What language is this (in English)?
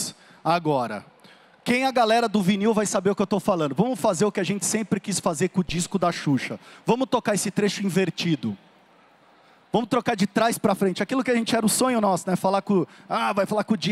Portuguese